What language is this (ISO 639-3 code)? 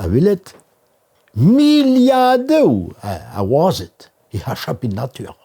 bre